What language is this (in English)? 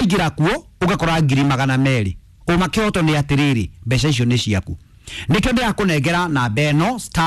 Kikuyu